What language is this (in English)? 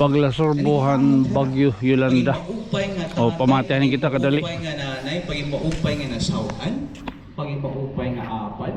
Waray